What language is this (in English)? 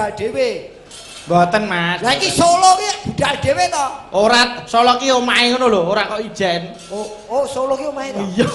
Javanese